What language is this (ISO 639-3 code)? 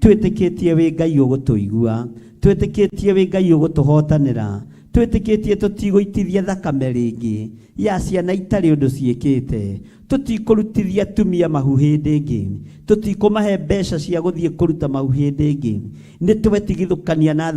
kik